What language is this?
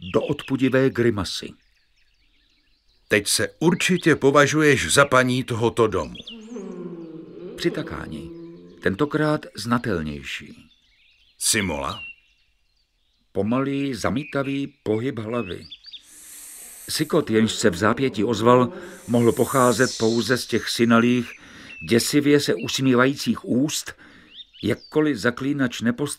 Czech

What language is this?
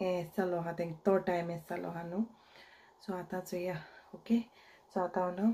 Konkani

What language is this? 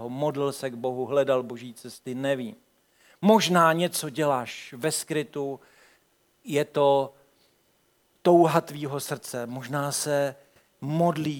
Czech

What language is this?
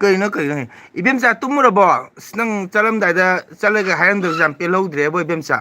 Manipuri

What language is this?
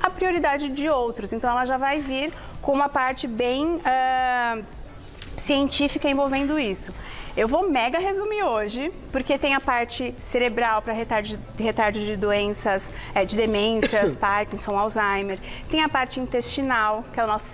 Portuguese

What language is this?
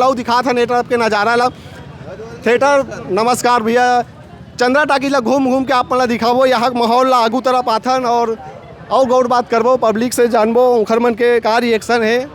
Chhattisgarhi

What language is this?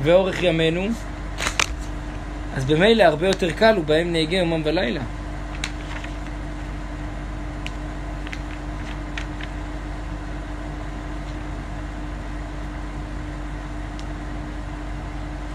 Hebrew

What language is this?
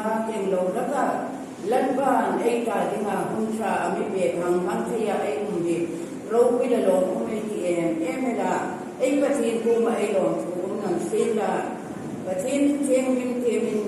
Hmar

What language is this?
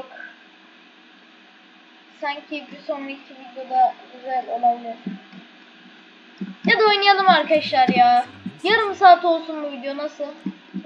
Turkish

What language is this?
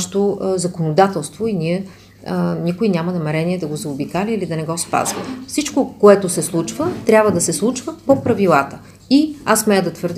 Bulgarian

